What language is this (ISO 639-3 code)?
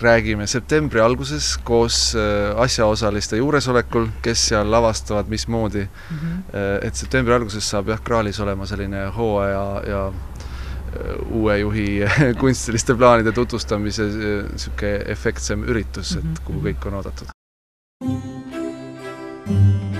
est